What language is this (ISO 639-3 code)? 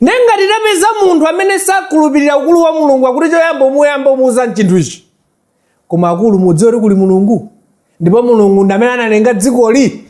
nya